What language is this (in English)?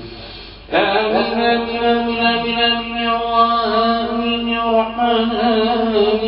Arabic